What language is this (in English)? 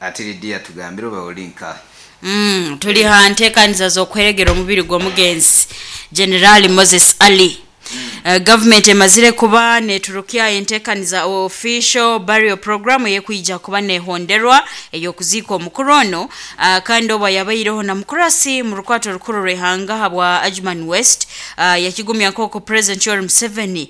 Nyoro